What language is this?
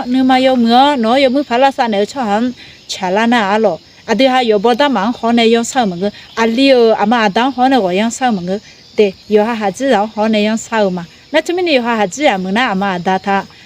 Akha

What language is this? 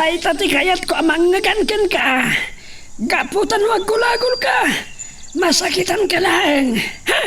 Iloko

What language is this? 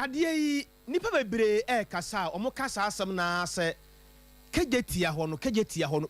Akan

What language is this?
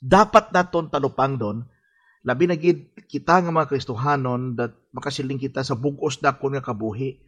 Hiligaynon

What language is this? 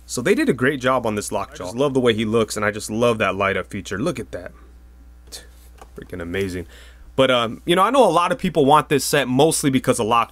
English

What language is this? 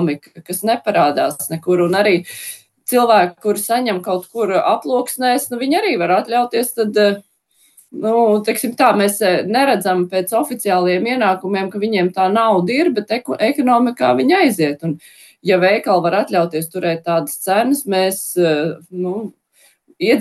Latvian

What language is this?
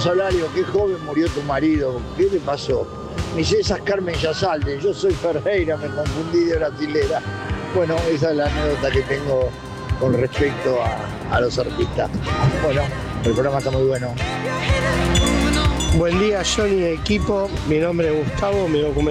Spanish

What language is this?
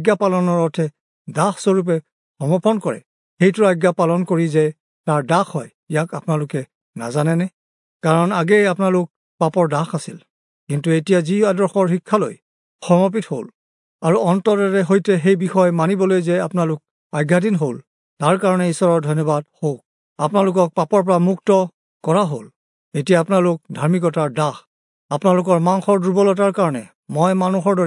Assamese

